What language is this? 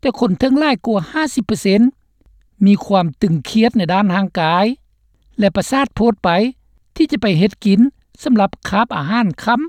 Lao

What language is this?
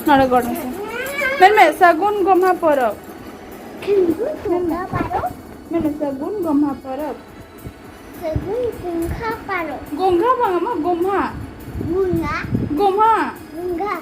Santali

